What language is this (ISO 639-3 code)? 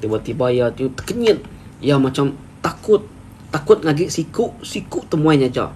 iba